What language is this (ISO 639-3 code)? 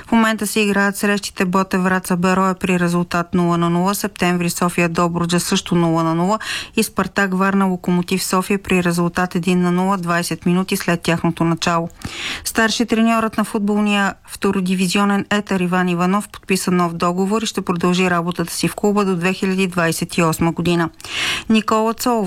bul